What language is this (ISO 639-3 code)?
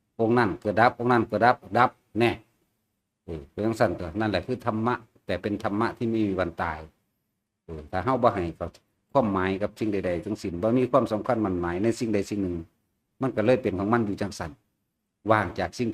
tts